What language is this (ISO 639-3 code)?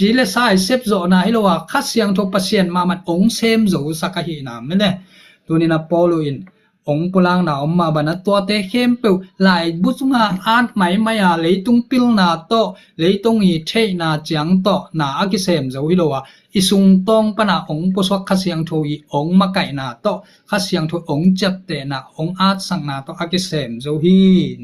ctd